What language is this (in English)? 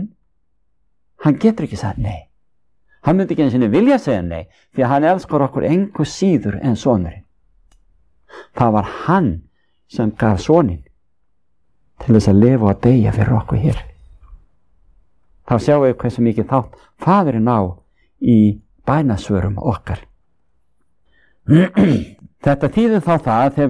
Icelandic